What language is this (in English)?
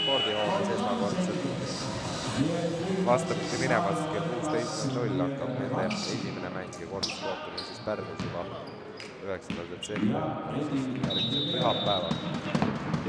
Estonian